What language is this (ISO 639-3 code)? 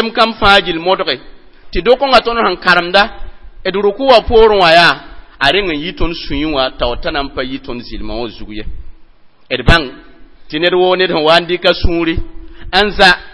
mos